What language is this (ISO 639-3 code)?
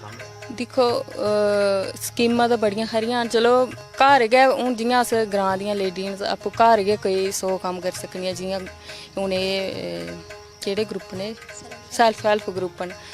doi